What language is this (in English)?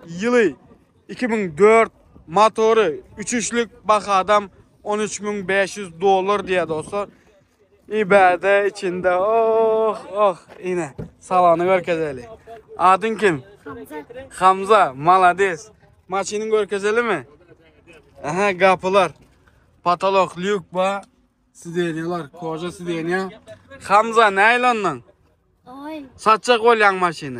Turkmen